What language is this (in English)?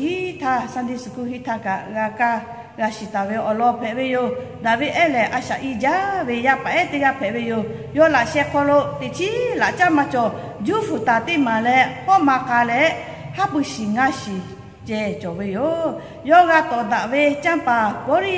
Lahu